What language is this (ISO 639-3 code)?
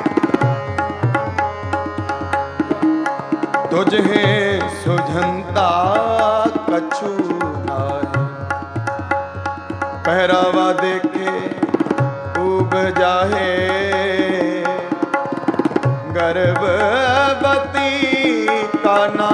pan